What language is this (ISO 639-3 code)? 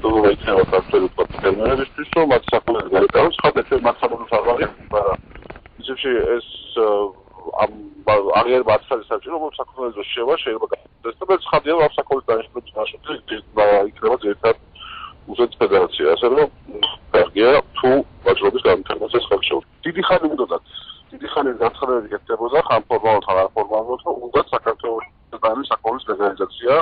kat